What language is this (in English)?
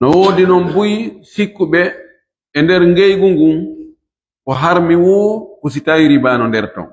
Fula